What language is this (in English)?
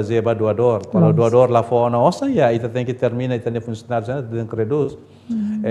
Tetum